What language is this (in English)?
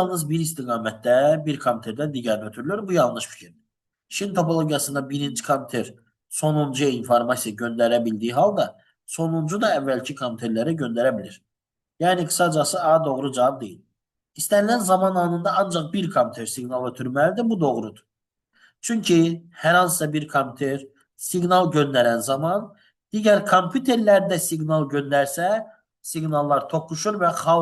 Azerbaijani